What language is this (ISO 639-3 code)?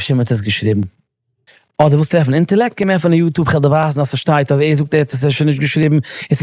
yid